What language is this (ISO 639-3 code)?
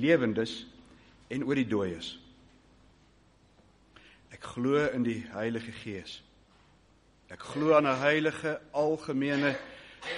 afr